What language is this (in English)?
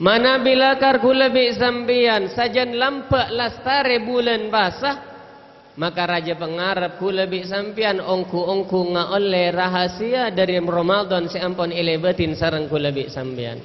Madurese